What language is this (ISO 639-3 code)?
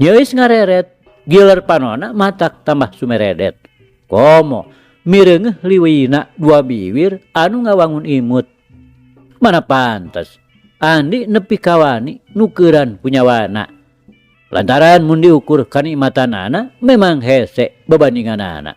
sun